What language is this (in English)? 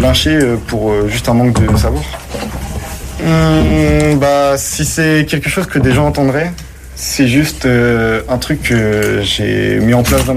French